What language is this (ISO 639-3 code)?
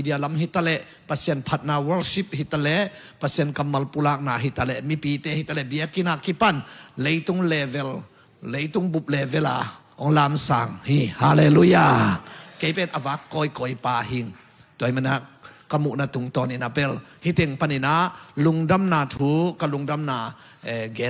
ctd